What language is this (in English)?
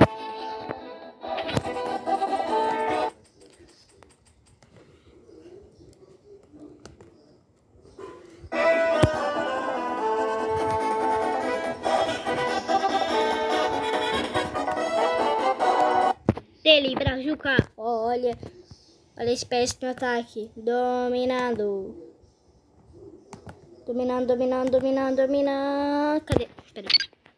Portuguese